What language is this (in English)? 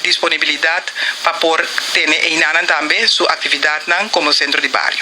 Papiamento